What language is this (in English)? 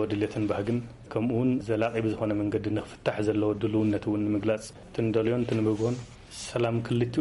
Tigrinya